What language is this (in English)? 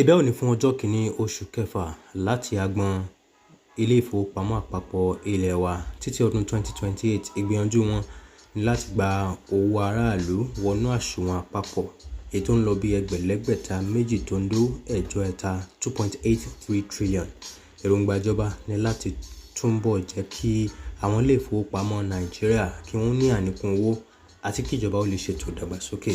Yoruba